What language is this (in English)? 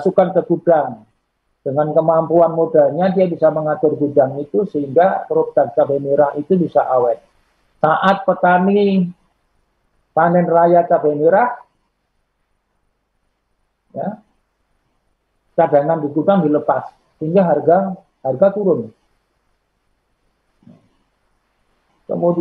Indonesian